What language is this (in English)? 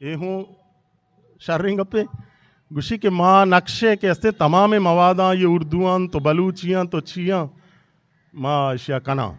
Eastern Balochi